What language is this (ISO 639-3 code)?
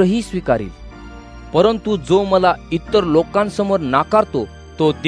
mar